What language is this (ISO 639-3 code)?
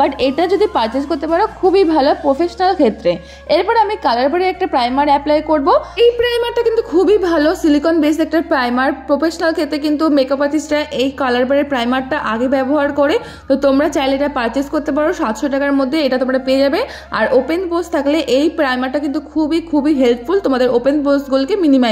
ben